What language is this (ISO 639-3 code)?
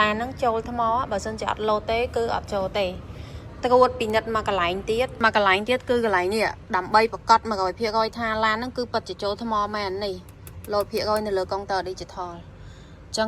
khm